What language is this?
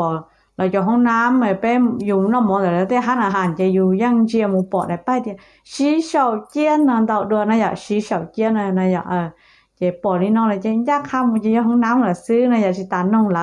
Hmong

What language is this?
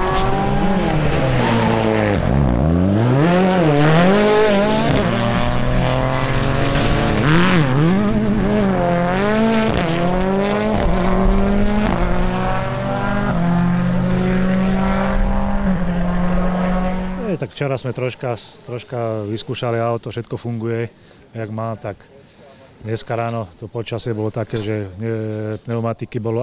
Slovak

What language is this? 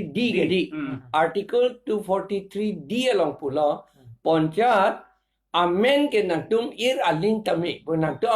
Karbi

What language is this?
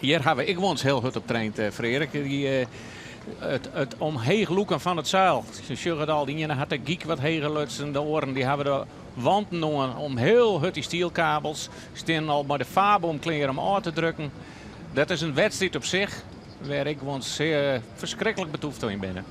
Western Frisian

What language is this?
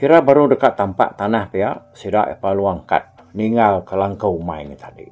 Iban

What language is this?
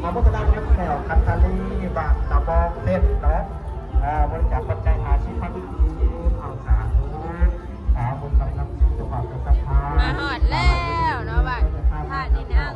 Northeastern Thai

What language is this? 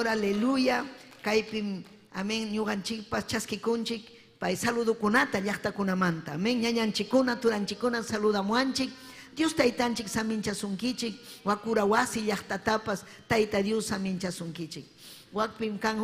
Ayacucho Quechua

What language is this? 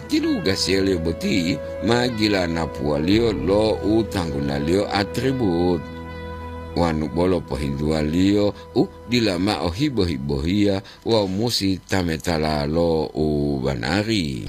Gorontalo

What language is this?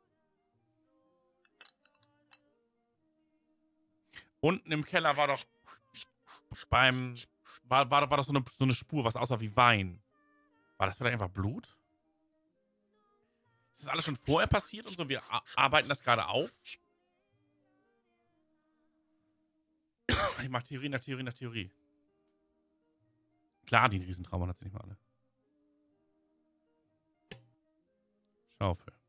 German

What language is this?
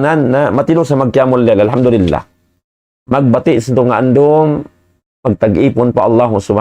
Tausug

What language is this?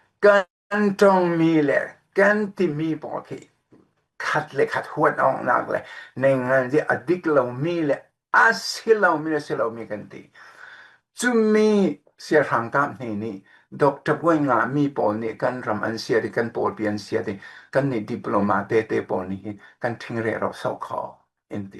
Falam Chin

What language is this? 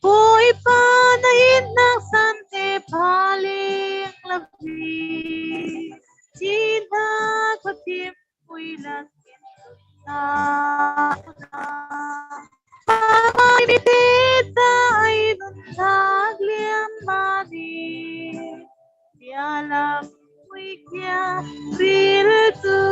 Falam Chin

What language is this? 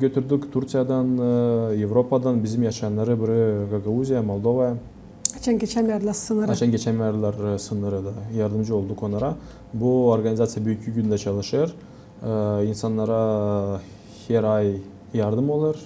Gagauz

